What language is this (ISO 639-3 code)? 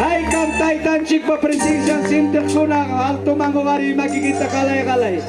quy